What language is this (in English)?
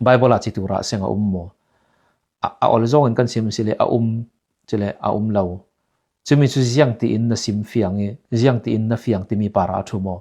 Falam Chin